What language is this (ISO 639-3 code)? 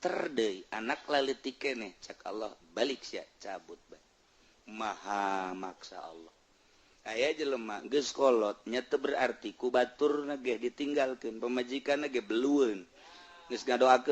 sun